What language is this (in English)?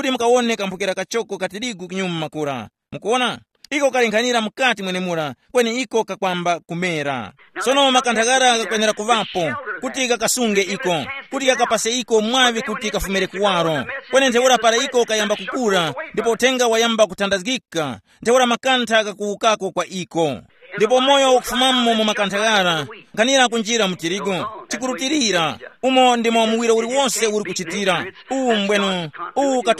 Tumbuka